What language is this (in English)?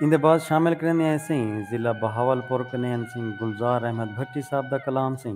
Saraiki